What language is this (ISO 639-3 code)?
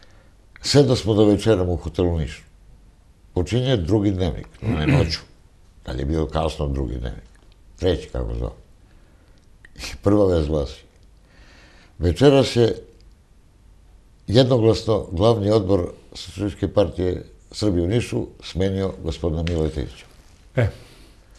srp